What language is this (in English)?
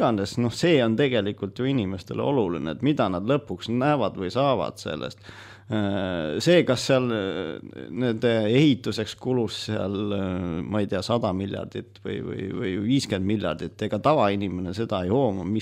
Estonian